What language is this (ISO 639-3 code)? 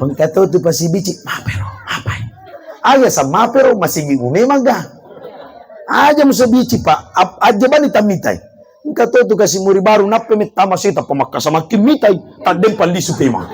bug